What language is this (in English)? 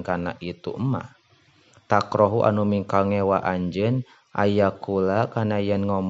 Sundanese